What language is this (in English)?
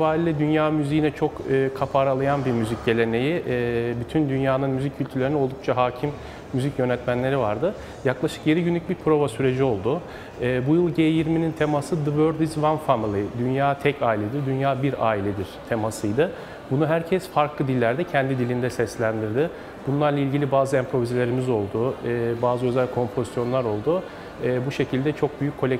Turkish